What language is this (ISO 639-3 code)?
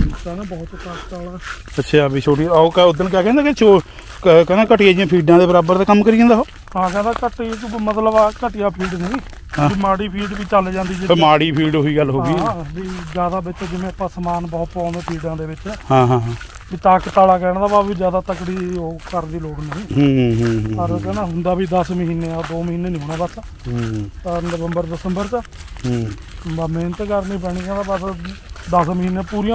pan